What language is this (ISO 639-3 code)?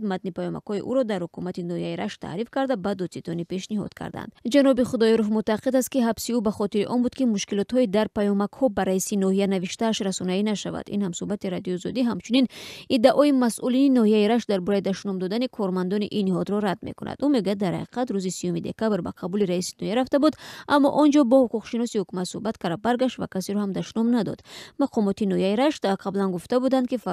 tgk